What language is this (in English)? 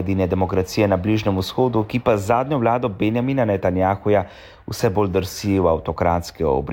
Slovenian